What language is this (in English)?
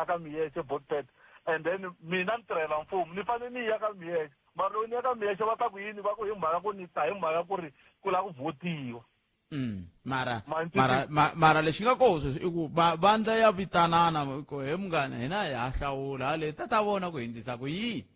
Tsonga